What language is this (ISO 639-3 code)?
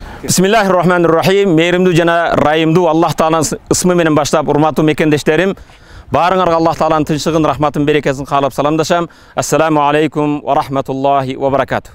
kir